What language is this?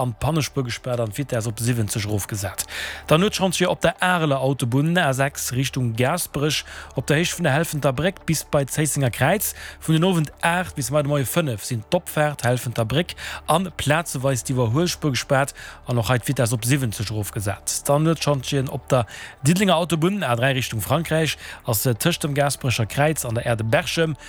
Luxembourgish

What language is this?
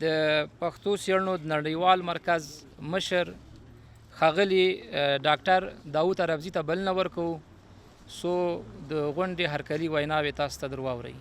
Pashto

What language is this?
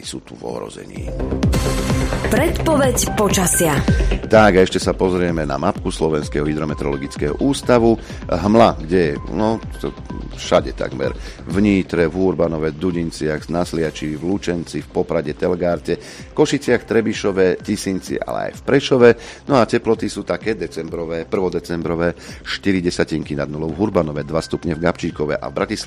Slovak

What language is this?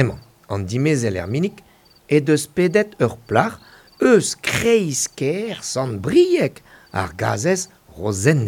Breton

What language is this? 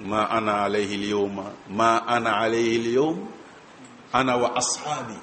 Bambara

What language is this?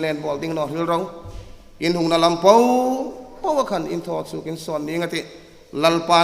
Hmar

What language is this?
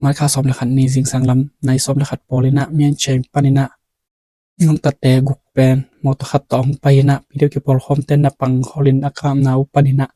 Tedim Chin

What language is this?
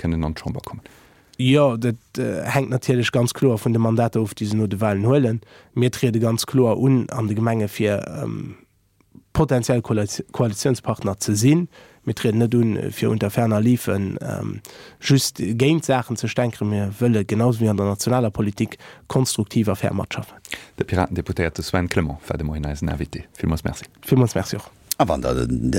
Luxembourgish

